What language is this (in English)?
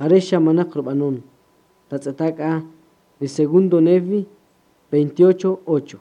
Kaqchikel